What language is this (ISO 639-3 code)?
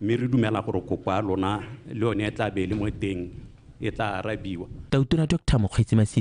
tsn